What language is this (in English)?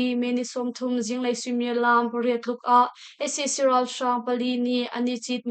Hakha Chin